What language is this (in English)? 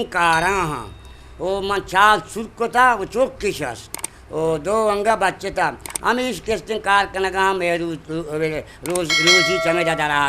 Eastern Balochi